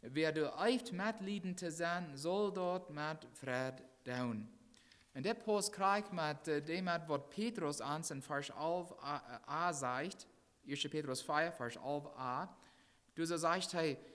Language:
Plautdietsch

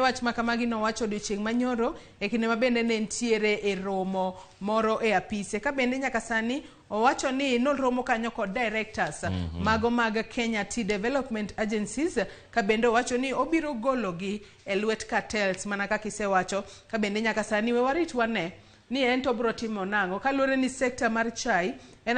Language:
Luo (Kenya and Tanzania)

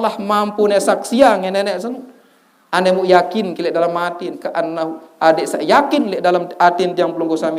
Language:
Sasak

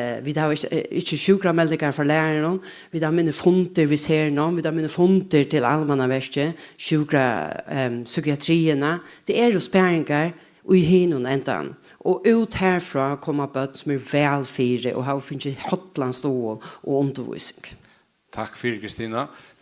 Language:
Faroese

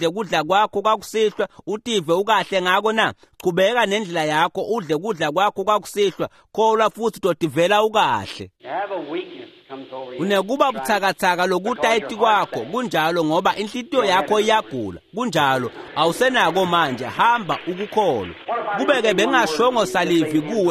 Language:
Swati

